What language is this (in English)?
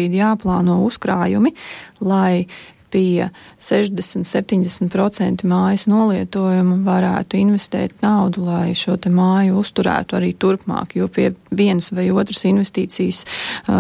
Latvian